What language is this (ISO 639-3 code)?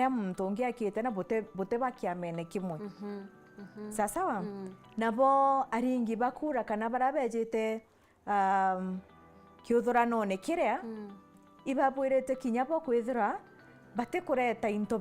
mer